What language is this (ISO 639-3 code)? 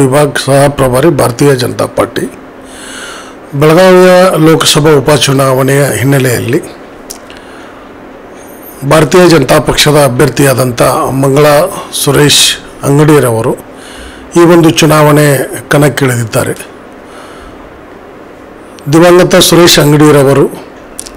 kan